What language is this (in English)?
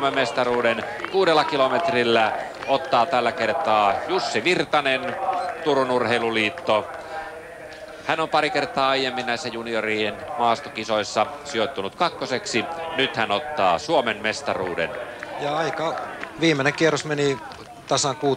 Finnish